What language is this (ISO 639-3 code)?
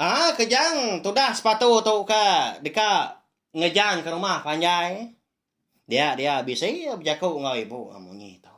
iba